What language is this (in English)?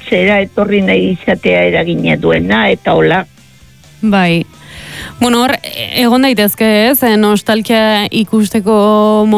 Basque